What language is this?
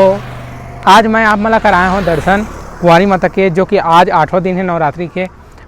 Chhattisgarhi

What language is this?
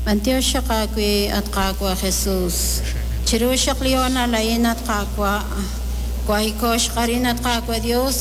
Kekchí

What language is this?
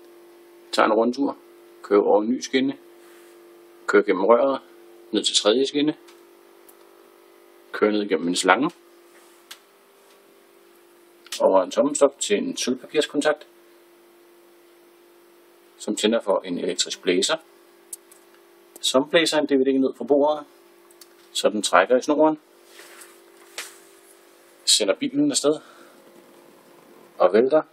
Danish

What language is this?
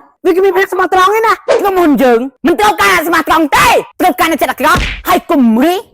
Khmer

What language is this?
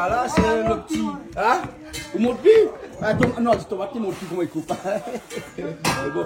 Réunion Creole French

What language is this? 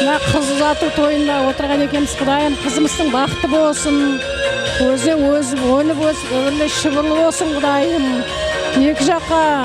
Kara-Kalpak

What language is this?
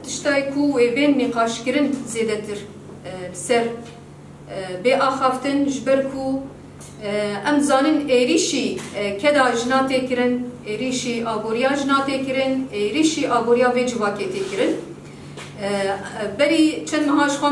Kurdish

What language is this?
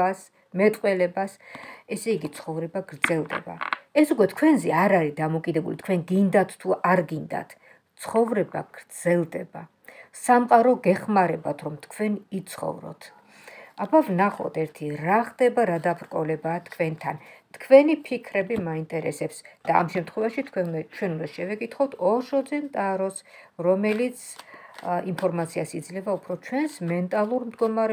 Georgian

